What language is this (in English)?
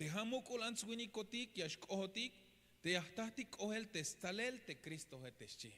Tzeltal